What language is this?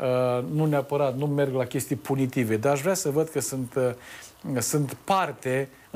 Romanian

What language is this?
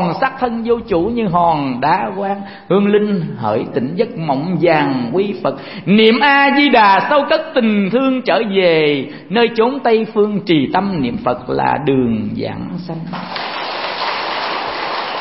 Vietnamese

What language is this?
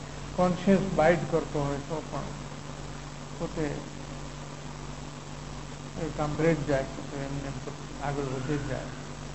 Gujarati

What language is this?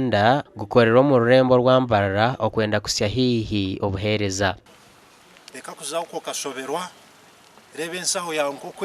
Nyankole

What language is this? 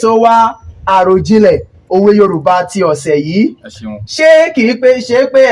Yoruba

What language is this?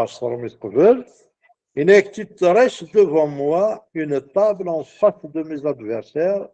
Kabyle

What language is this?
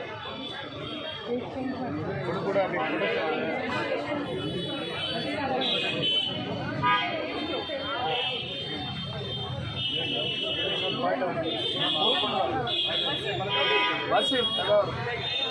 Kannada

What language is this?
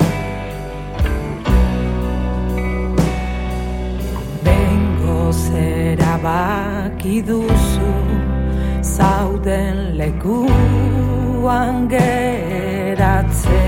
Basque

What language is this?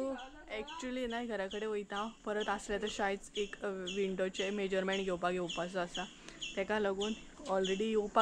Konkani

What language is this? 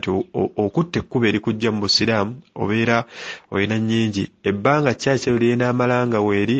Ganda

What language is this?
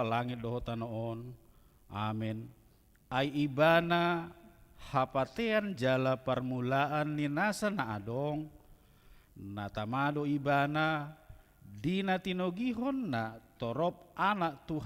Batak Toba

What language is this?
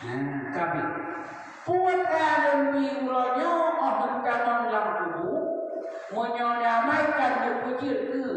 Achinese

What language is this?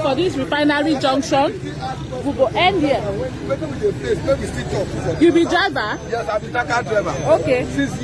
Nigerian Pidgin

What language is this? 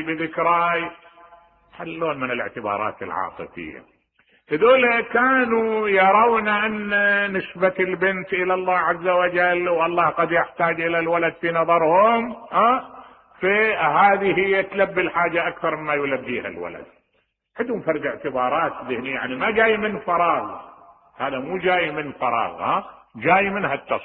Mesopotamian Arabic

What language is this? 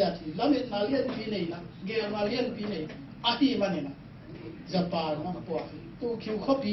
Tedim Chin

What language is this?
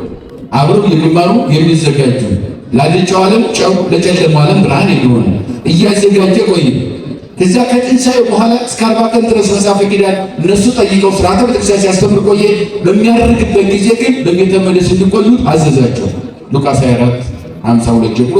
Amharic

